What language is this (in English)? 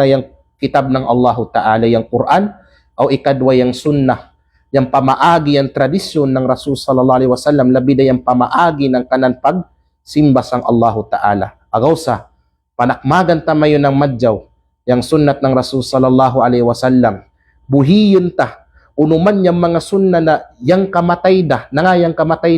Kalagan